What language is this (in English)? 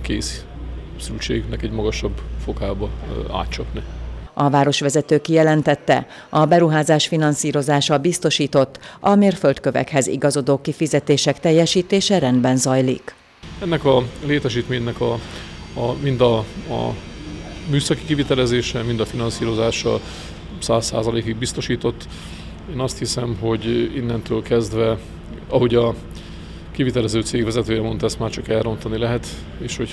Hungarian